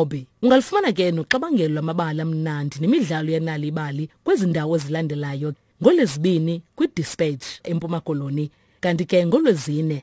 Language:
Xhosa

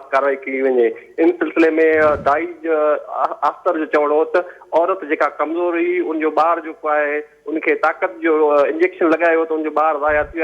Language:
Sindhi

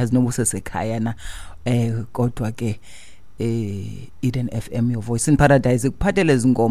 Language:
Xhosa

